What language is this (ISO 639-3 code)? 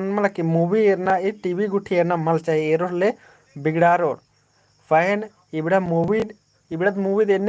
kru